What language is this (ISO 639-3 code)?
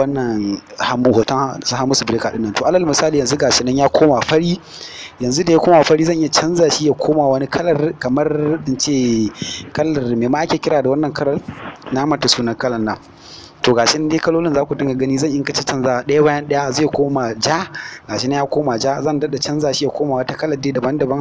hau